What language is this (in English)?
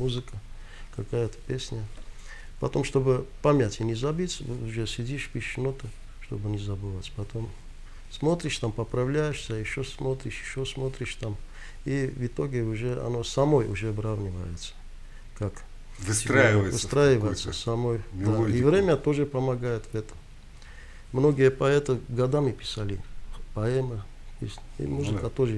Russian